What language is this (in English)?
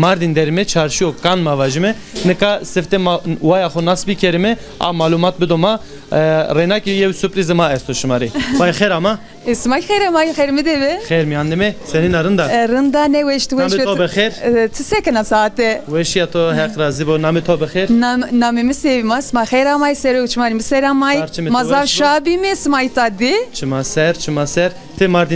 Zaza